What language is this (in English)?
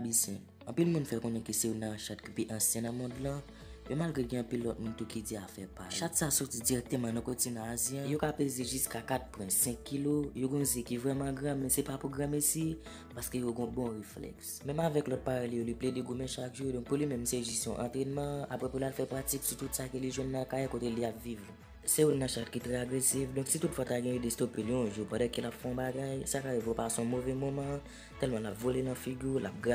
Haitian Creole